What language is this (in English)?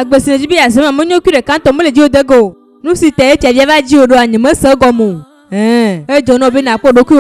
Ewe